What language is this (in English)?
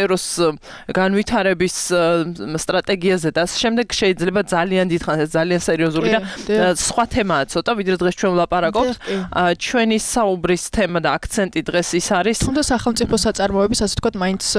Georgian